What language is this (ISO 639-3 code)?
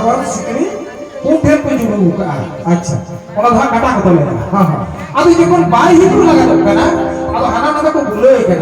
sat